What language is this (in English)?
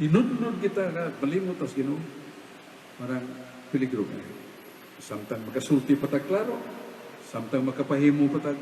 Cebuano